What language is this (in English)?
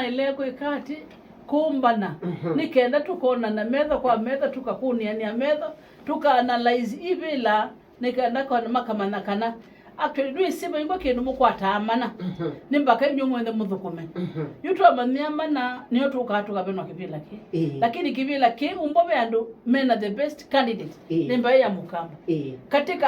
Kamba